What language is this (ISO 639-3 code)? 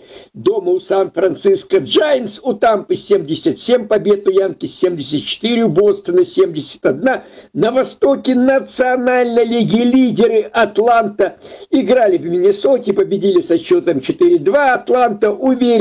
rus